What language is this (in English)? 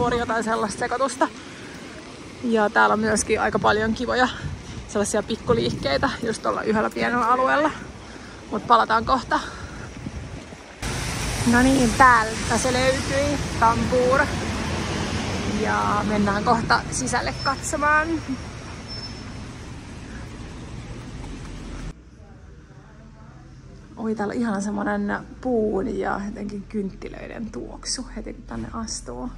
Finnish